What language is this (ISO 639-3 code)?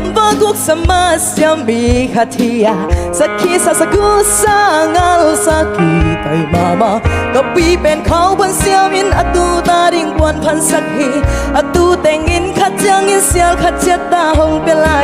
ctd